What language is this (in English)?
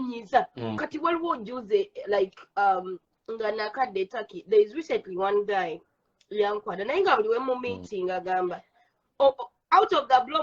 Ganda